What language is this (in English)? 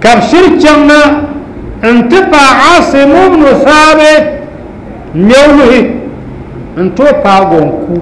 Dagbani